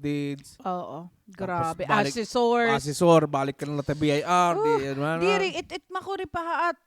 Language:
Waray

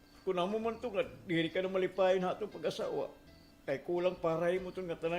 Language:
Waray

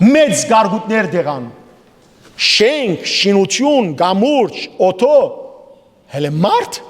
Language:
Western Armenian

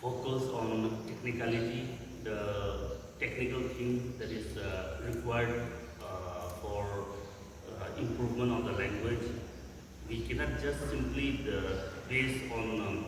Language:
Naga Pidgin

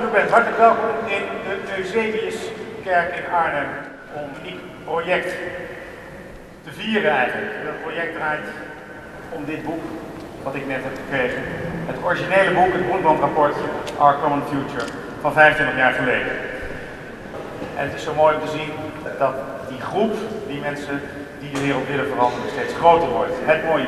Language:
Dutch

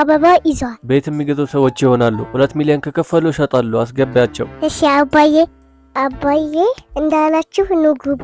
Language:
Amharic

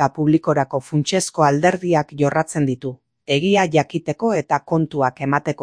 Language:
Basque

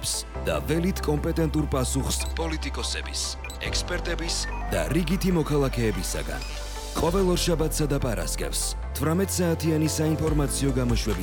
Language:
Georgian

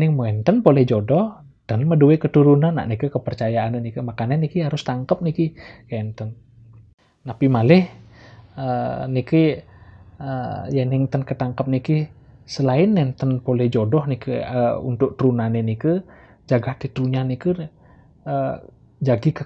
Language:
Balinese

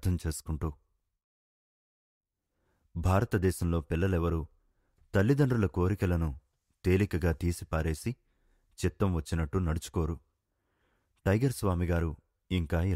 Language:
Telugu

